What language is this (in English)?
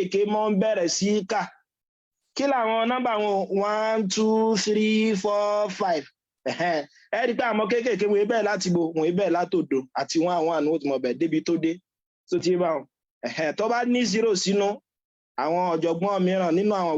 Yoruba